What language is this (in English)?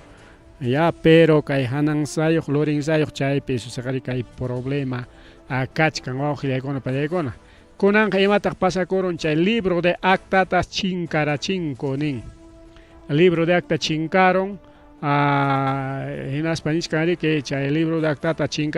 Ayacucho Quechua